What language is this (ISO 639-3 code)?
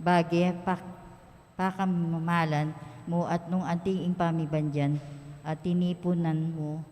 pam